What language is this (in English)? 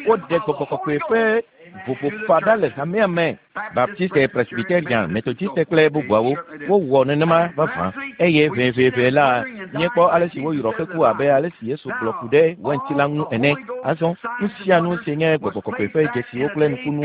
Ewe